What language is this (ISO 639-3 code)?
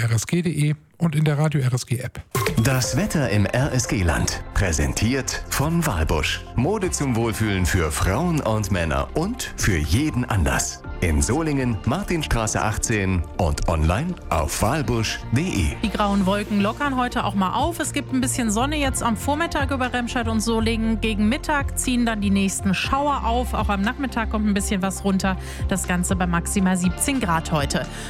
deu